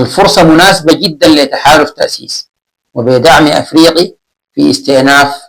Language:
Sudanese Arabic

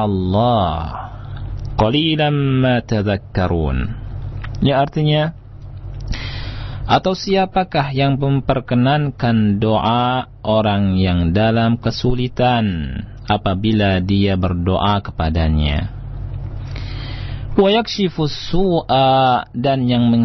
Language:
Indonesian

